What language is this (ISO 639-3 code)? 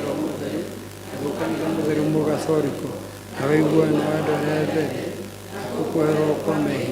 kik